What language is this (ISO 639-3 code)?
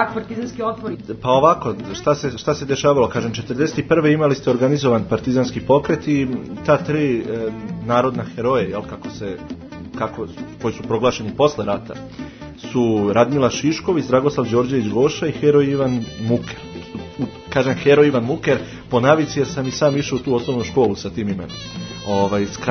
srp